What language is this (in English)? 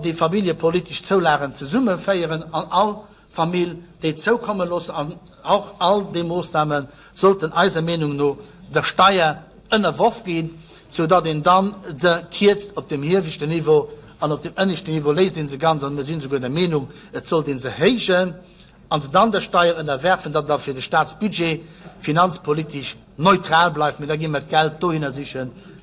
Luxembourgish